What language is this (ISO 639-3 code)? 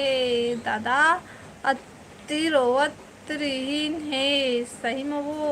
hne